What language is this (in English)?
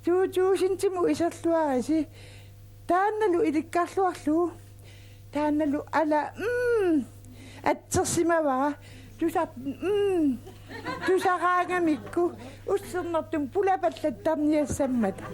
Kalaallisut